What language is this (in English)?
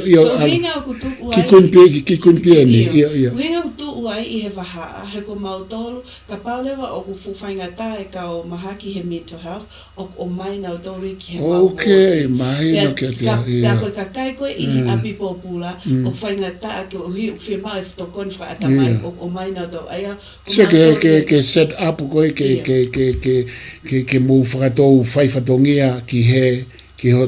Tongan